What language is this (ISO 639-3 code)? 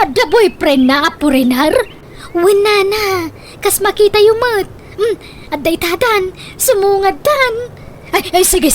ilo